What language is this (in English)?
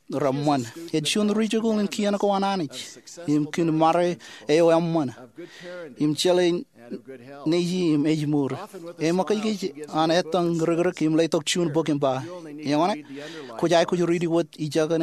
Marshallese